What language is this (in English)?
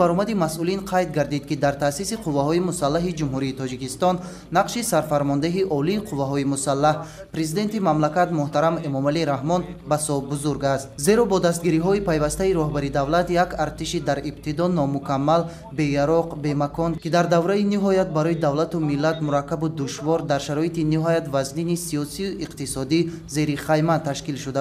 Tajik